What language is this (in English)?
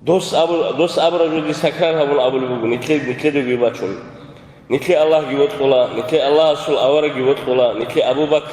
Avaric